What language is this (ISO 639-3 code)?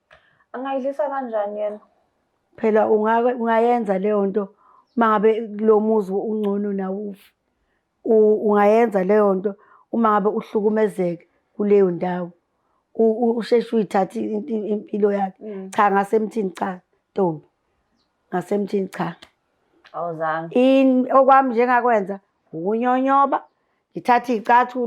zul